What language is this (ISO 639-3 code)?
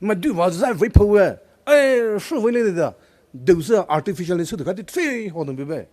pmx